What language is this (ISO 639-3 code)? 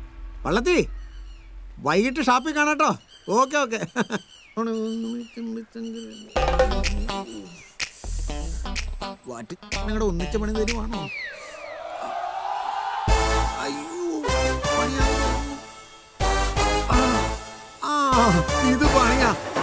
mal